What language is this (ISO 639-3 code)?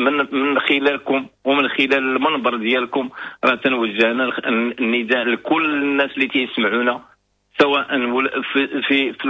ary